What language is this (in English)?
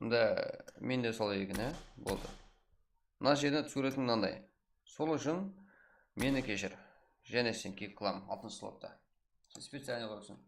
Kara-Kalpak